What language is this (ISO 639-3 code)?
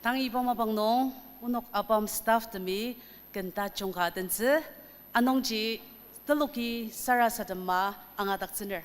njo